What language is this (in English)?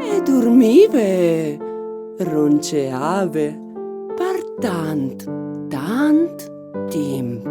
Friulian